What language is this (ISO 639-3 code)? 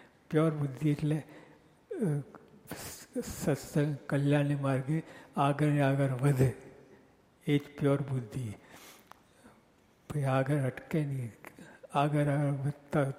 guj